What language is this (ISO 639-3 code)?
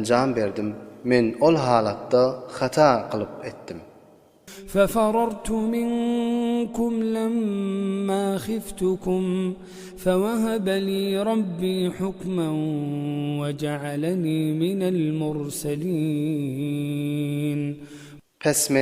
tuk